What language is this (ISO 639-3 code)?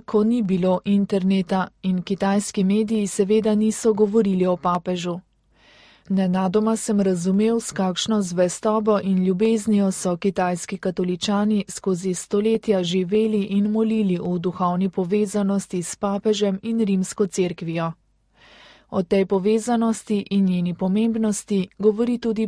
slv